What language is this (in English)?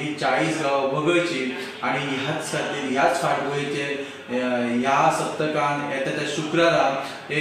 Konkani